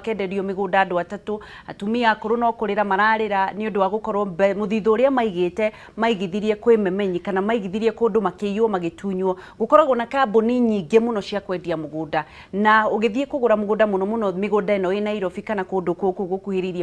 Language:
Kikuyu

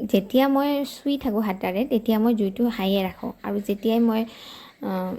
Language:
Assamese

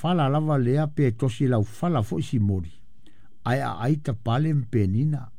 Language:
Samoan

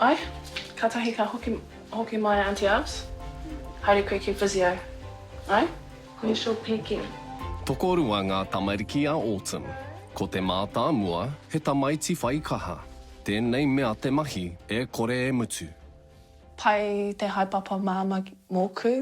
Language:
Māori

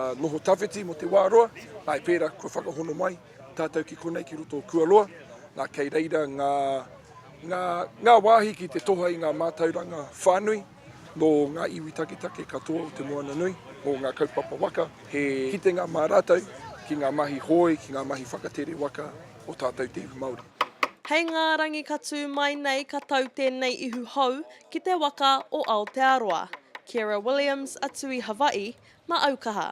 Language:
Māori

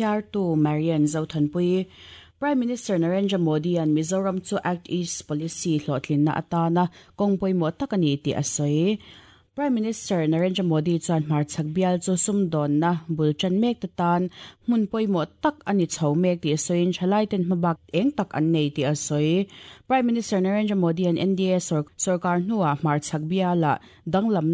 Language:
Mizo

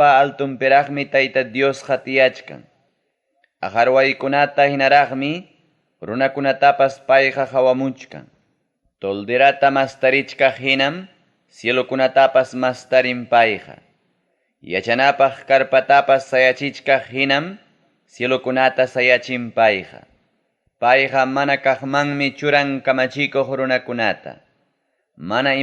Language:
Ayacucho Quechua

